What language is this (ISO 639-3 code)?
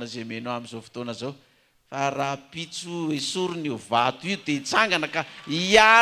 mlg